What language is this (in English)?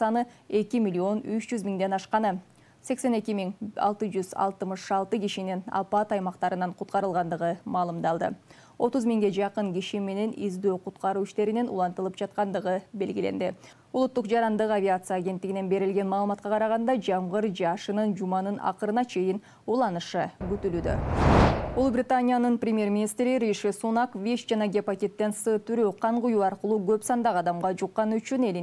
Kyrgyz